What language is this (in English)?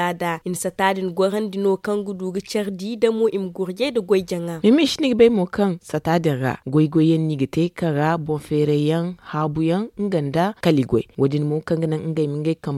Zarma